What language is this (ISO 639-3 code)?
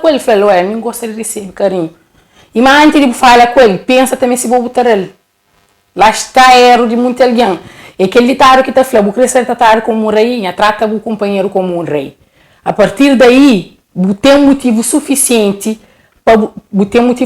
kea